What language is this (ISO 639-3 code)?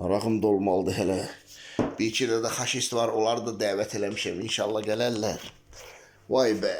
aze